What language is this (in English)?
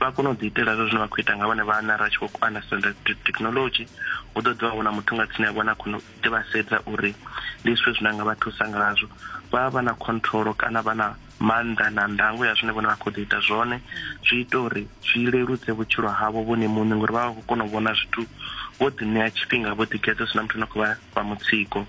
Venda